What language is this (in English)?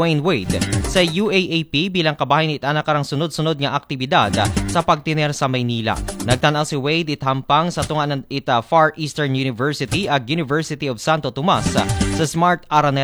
Aklanon